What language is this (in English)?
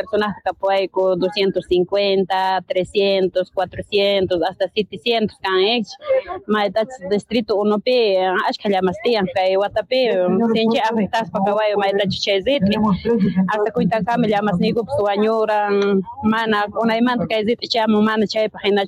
South Bolivian Quechua